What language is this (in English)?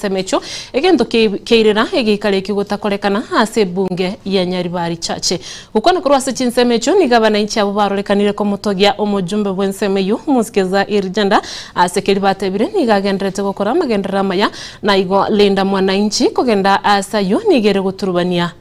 Gusii